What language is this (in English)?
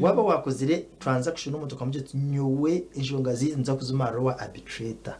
Nyankole